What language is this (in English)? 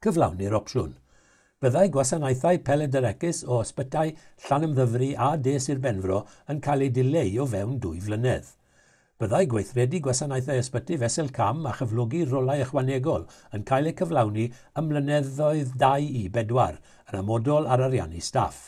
Welsh